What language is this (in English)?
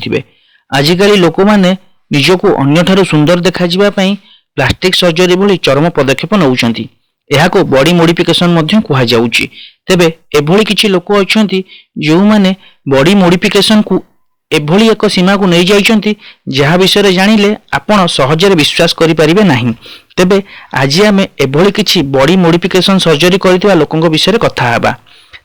Odia